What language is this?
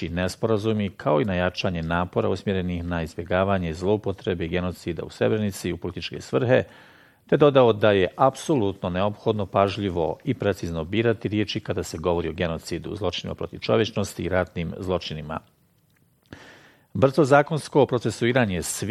Bosnian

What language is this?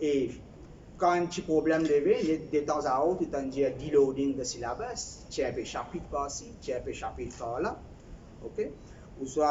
Morisyen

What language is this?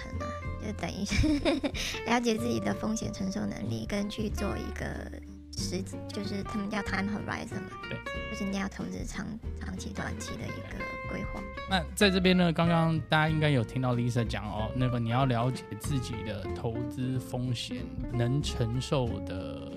Chinese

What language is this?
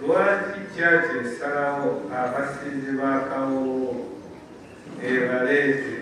Soga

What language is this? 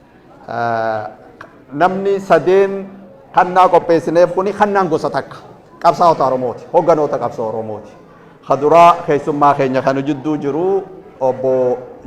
Oromo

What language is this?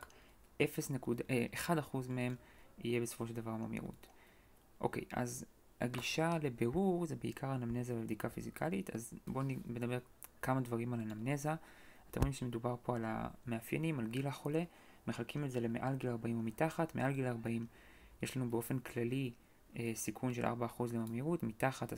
Hebrew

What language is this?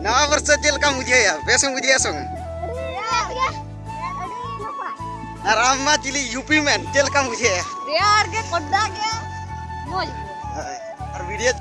Santali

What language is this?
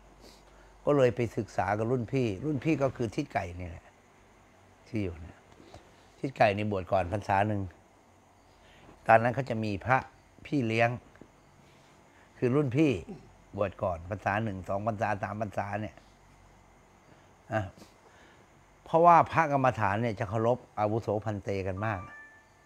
Thai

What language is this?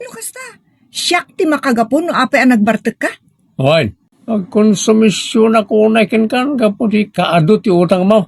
Iloko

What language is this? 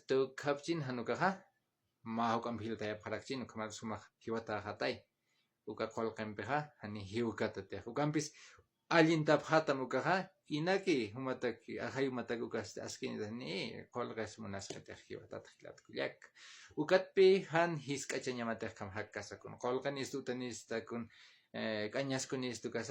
Aymara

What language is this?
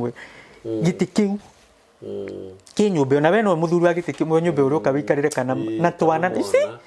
Kikuyu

